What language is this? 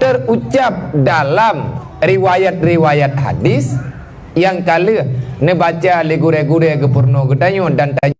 Achinese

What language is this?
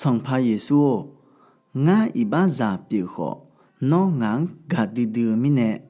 Akha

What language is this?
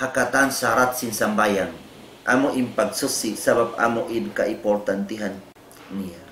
Tausug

